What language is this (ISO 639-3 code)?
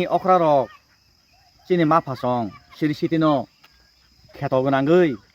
trp